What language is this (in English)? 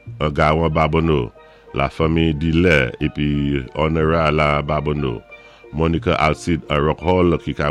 Saint Lucian Creole French